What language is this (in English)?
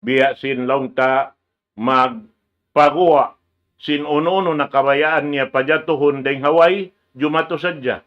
Tausug